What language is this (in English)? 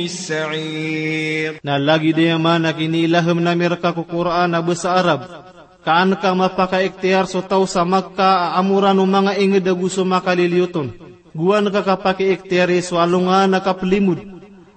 Maranao